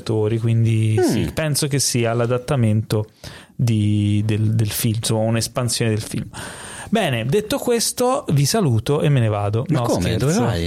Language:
Italian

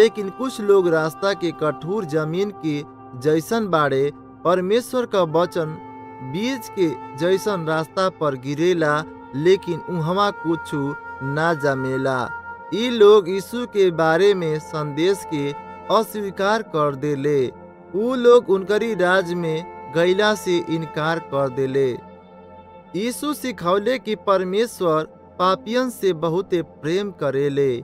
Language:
Bhojpuri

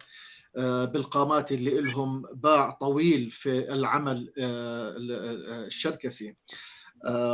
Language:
North Levantine Arabic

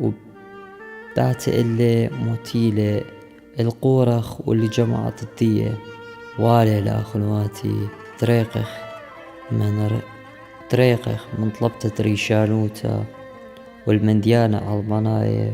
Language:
Assyrian Neo-Aramaic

